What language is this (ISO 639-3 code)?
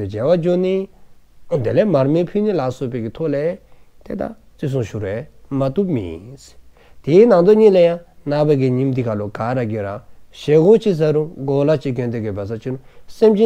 dzo